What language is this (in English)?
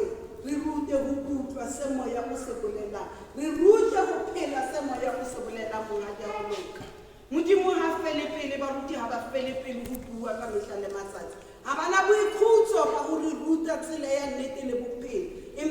Southern Sotho